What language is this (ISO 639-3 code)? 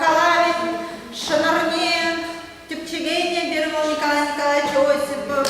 chv